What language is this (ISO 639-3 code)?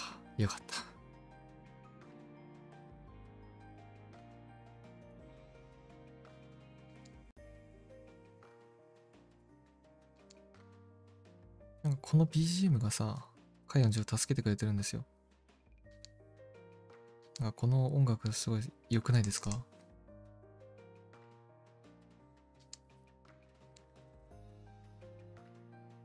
jpn